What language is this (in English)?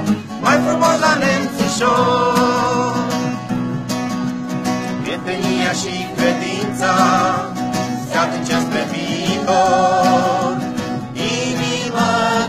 Romanian